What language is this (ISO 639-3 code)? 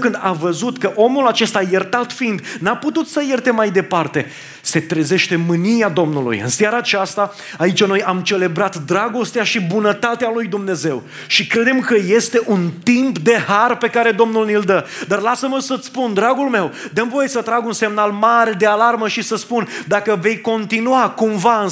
ron